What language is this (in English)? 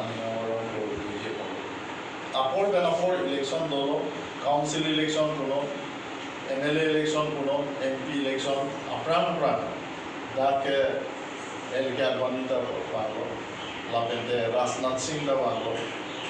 Karbi